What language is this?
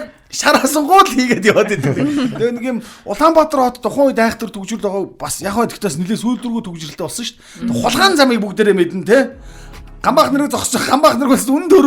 Mongolian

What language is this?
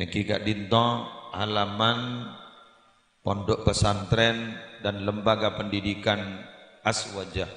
Madurese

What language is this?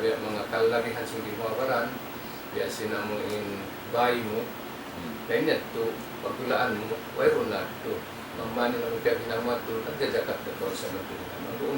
Tausug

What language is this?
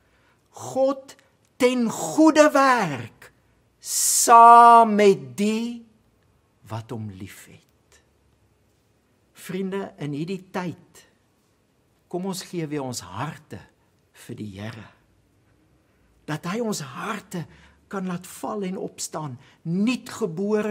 Afrikaans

